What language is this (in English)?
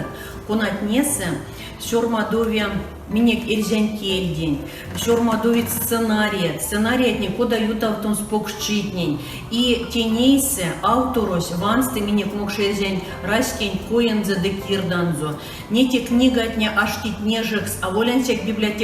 Erzya